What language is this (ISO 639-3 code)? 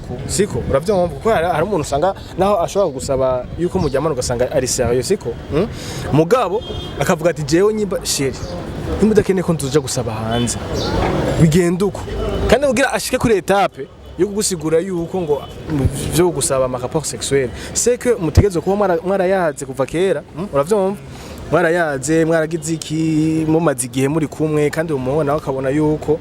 run